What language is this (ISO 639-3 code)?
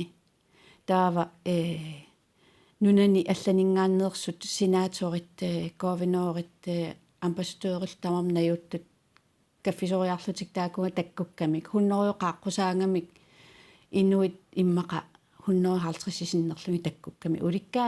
kal